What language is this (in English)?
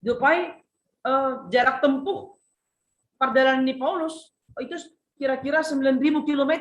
Batak Simalungun